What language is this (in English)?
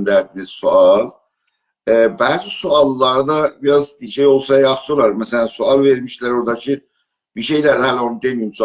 South Azerbaijani